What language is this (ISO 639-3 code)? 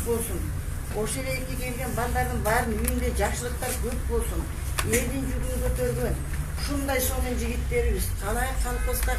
kir